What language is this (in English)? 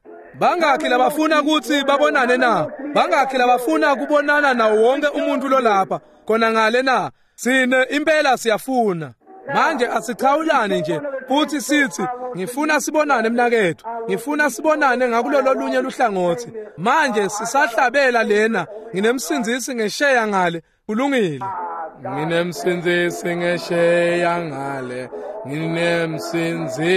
Swati